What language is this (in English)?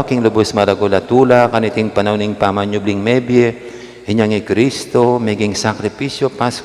Pampanga